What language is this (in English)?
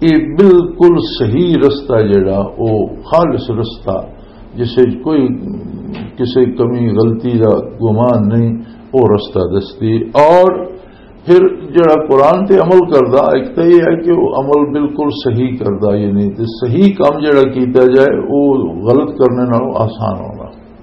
Western Panjabi